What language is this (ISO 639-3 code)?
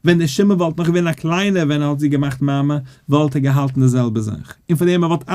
yid